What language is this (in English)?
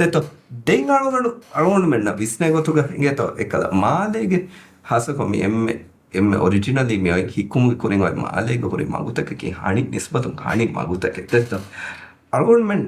Divehi